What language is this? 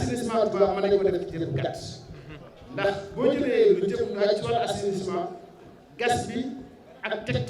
Wolof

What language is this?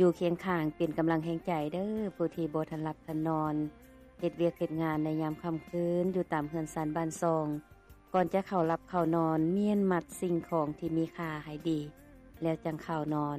Lao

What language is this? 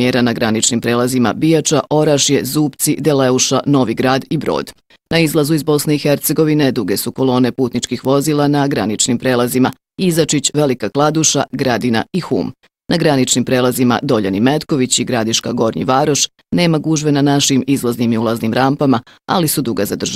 Bosnian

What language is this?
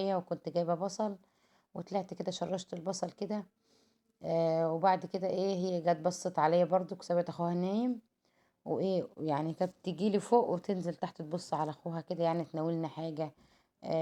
Egyptian Arabic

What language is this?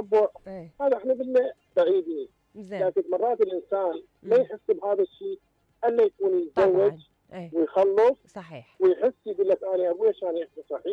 Mesopotamian Arabic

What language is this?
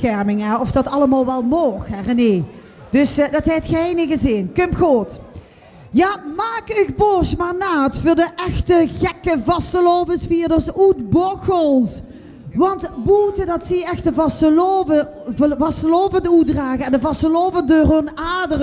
Limburgish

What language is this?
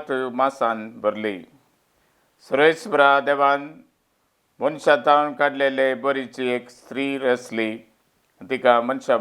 Konkani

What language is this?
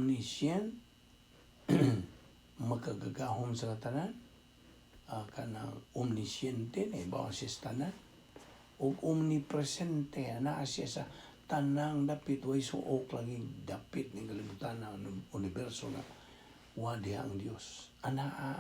Cebuano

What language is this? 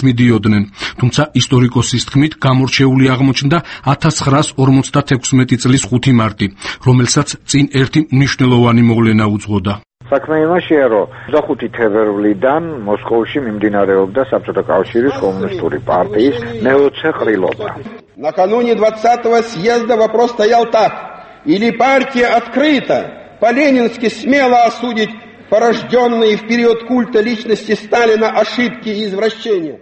Georgian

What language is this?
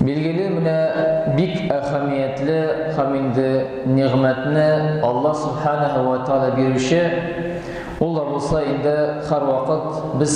Tatar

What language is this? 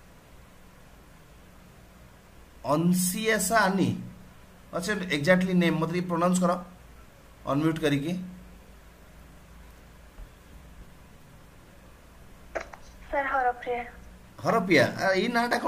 Odia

